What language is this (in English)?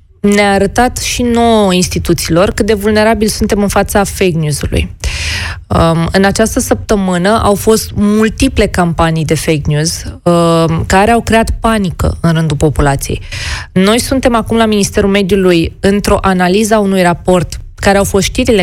Romanian